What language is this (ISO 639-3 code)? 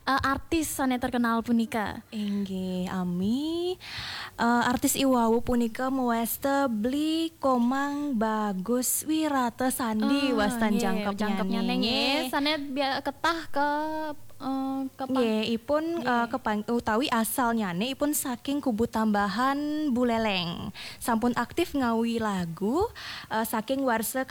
ban